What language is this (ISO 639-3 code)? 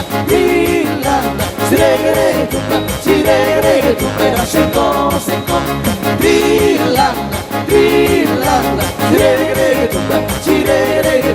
bbc